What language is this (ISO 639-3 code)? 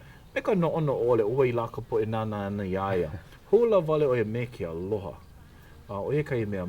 haw